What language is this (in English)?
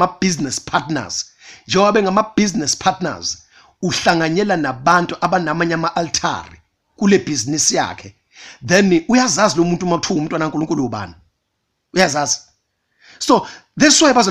Zulu